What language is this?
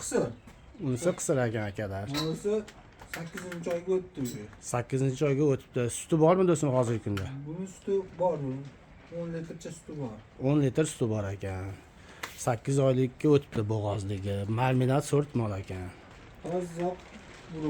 Uzbek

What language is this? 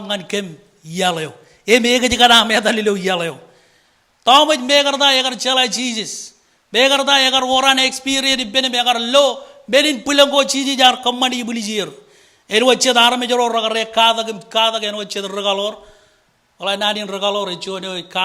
Marshallese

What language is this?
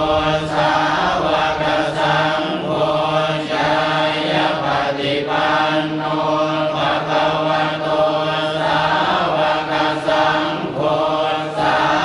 Pali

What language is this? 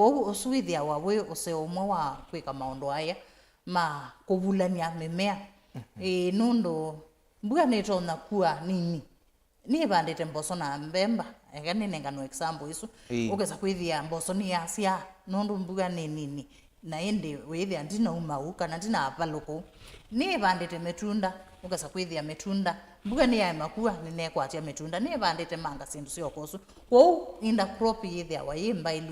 Kamba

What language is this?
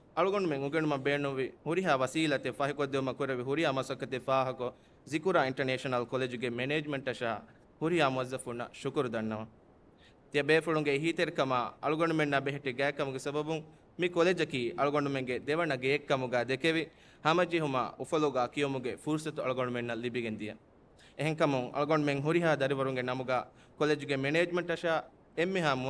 Divehi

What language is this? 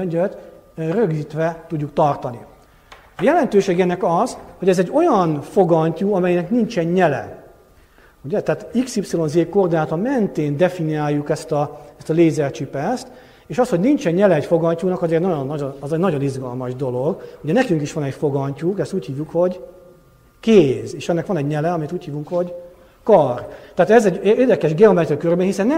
Hungarian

